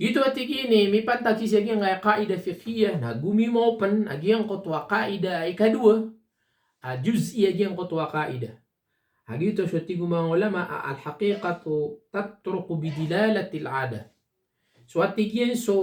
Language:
Maranao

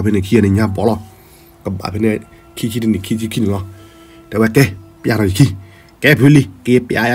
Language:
S'gaw Karen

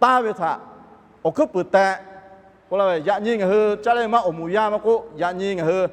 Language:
Lahu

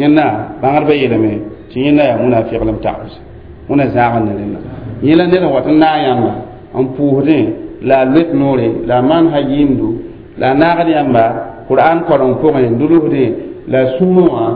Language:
Mossi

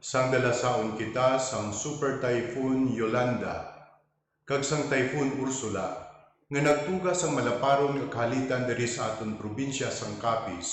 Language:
Hiligaynon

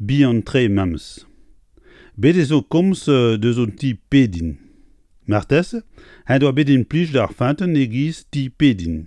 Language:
Breton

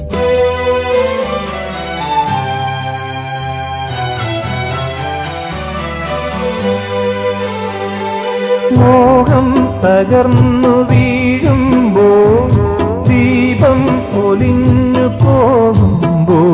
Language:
Malayalam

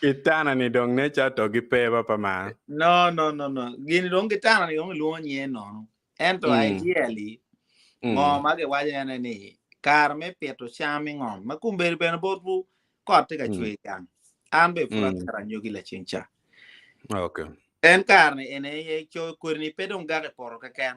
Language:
Acoli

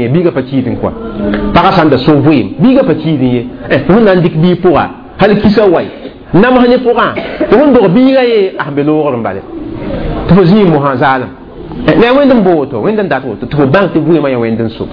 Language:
Mossi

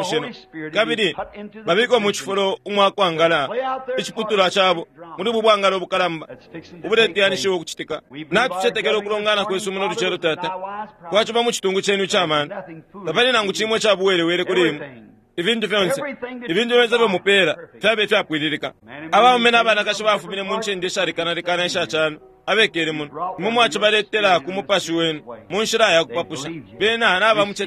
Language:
Bemba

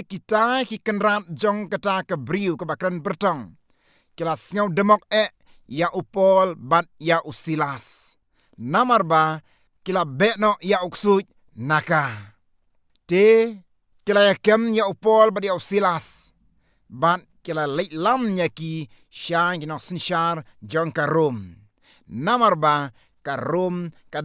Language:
Khasi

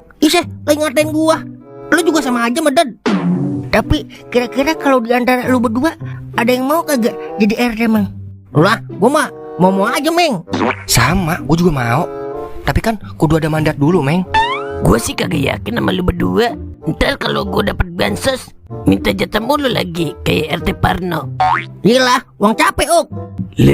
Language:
Betawi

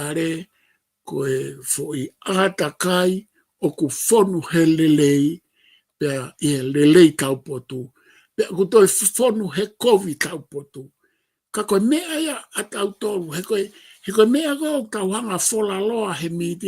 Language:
Tongan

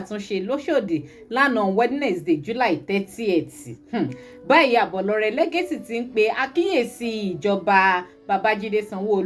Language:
Yoruba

